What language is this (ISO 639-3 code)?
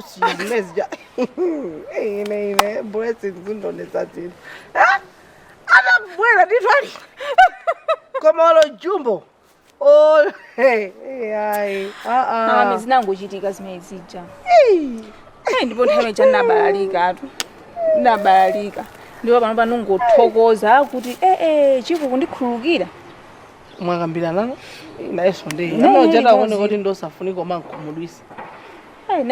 nya